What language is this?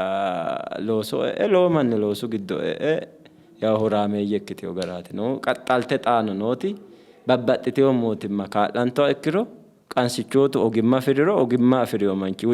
Sidamo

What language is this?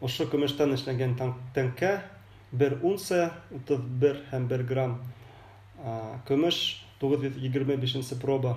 Bashkir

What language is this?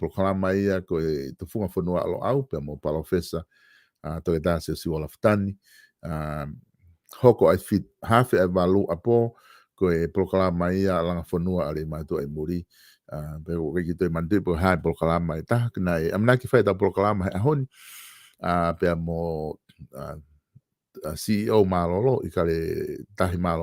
Tongan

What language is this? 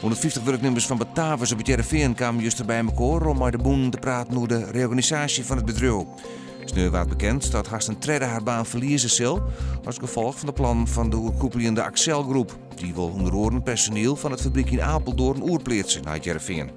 Western Frisian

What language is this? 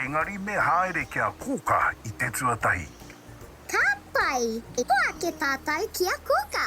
Māori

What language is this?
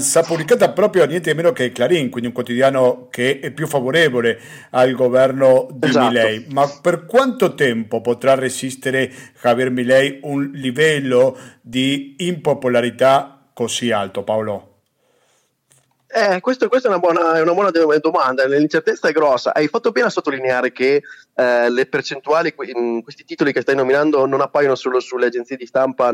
Italian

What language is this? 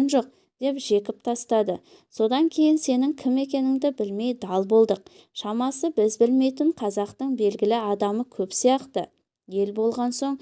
Kazakh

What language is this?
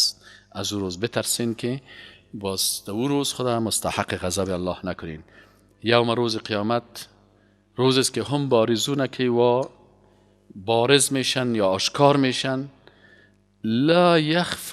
Persian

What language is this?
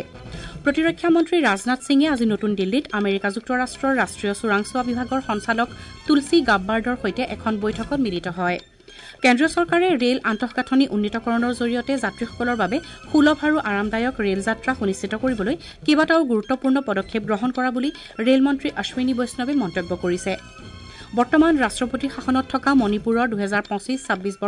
Assamese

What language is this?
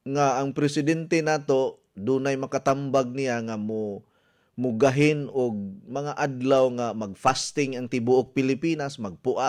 Cebuano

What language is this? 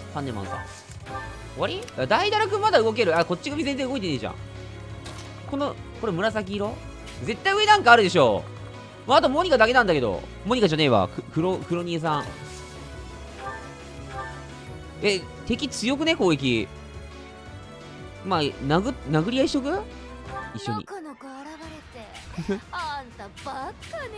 Japanese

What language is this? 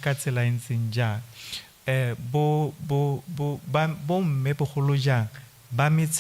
Tswana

